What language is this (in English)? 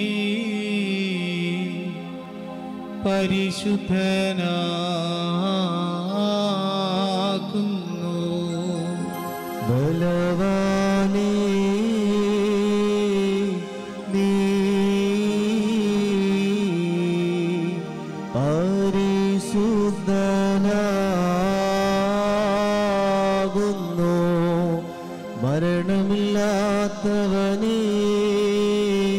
Malayalam